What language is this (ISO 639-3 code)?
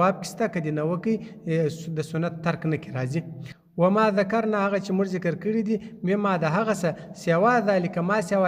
pus